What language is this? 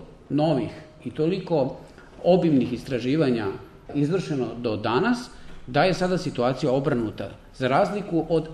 Serbian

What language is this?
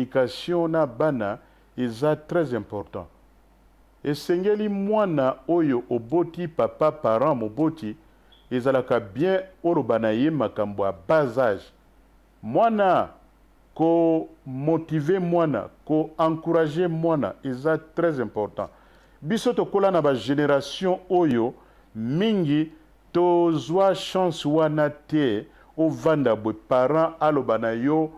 Lingala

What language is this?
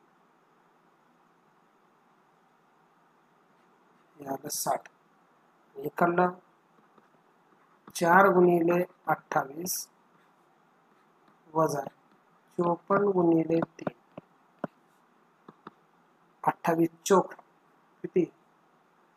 Marathi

